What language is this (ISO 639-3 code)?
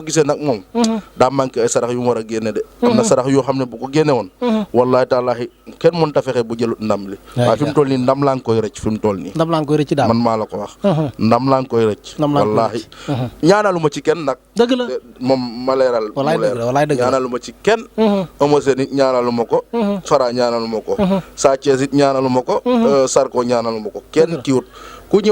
wol